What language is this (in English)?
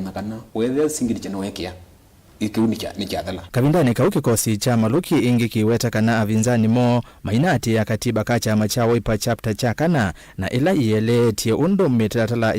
Kamba